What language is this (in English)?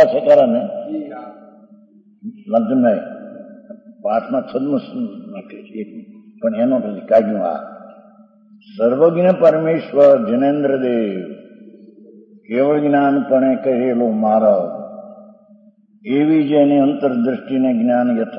Gujarati